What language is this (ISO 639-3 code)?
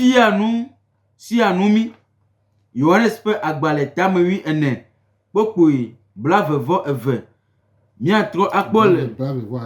gej